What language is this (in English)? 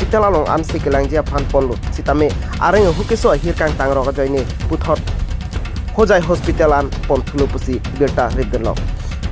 Karbi